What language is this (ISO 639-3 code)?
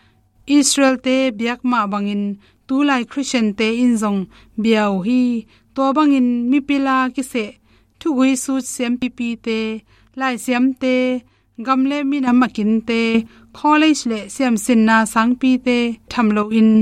ctd